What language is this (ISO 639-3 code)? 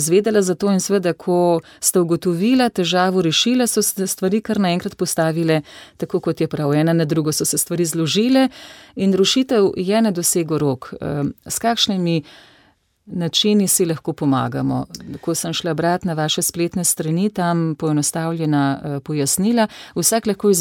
slv